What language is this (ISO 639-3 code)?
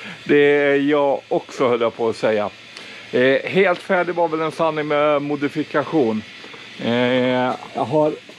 swe